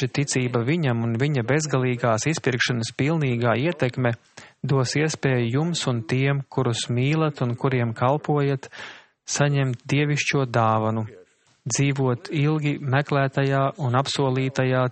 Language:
Latvian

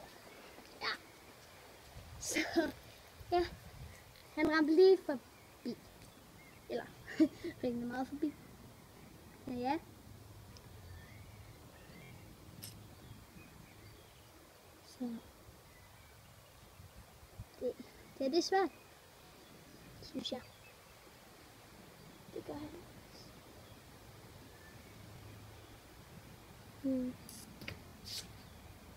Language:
Danish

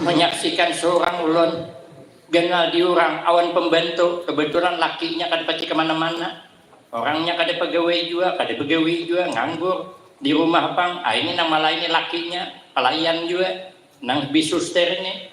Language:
Banjar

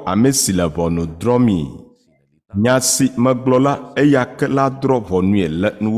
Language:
Ewe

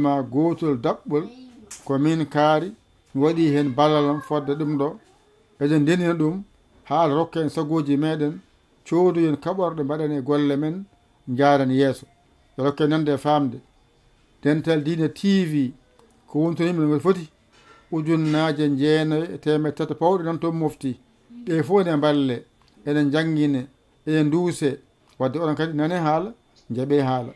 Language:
Fula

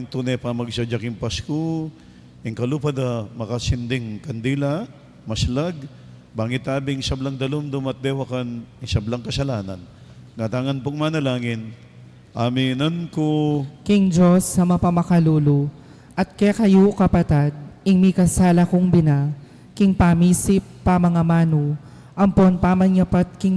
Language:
Pampanga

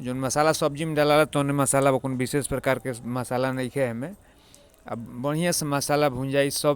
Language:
Bhojpuri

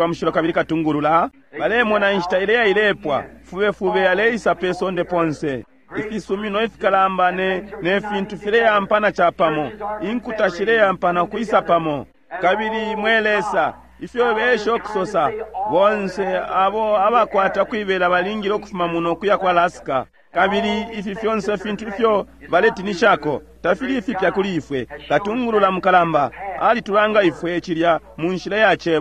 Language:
Bemba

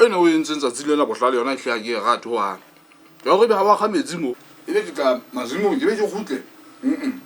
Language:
Southern Sotho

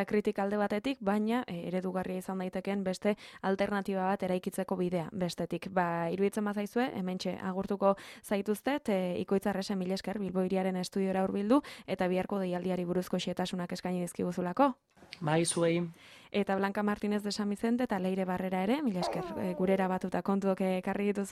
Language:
Basque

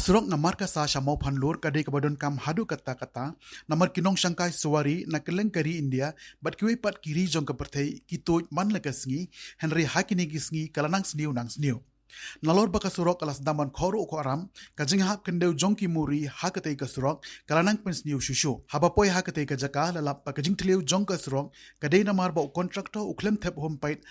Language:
Khasi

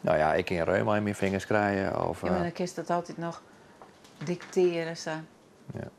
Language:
Western Frisian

